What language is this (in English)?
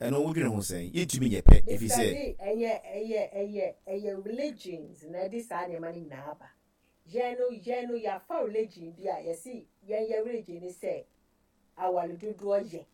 Akan